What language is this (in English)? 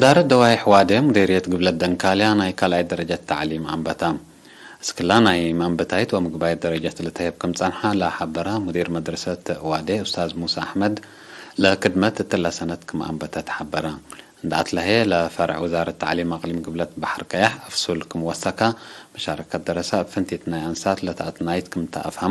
Tigre